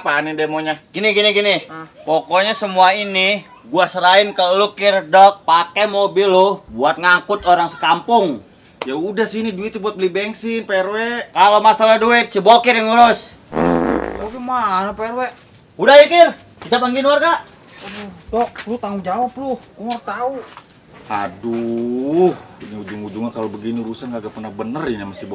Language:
Betawi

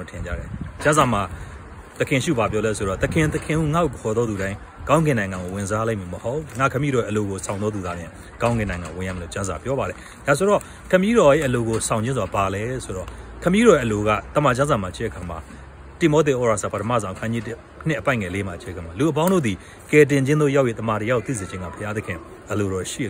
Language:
Burmese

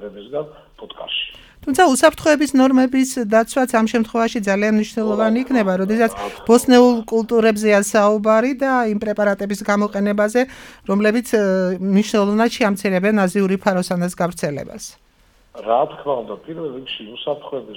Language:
Georgian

